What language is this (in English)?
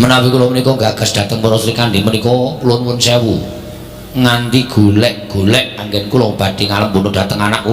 Javanese